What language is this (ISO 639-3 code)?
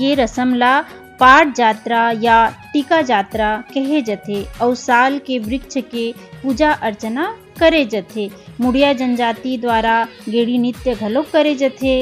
hne